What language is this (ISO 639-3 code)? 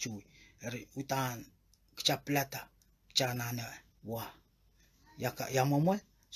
pon